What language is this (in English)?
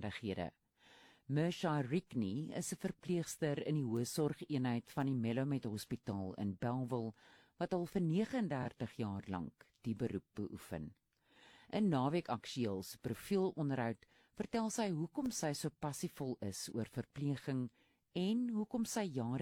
Afrikaans